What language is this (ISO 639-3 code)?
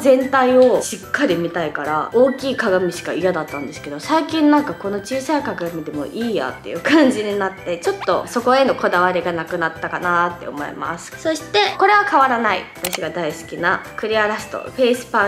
jpn